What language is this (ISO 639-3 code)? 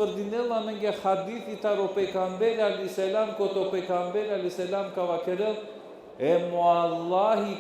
rmn